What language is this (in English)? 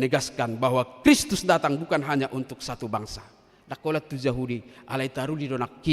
Batak Toba